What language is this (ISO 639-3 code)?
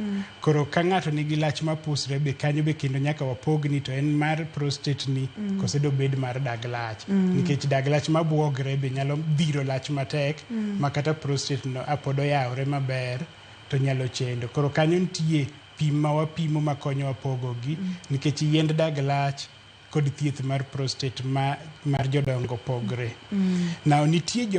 luo